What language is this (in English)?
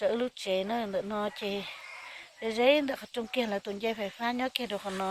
Hmong